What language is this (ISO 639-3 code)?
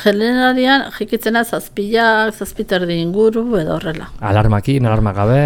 eus